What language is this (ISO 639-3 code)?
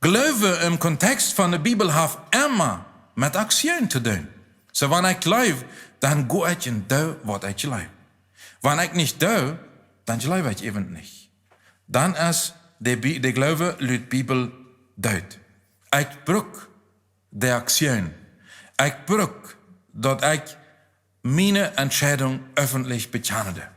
pdt